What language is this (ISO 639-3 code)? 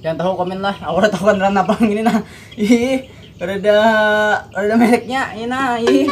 bjn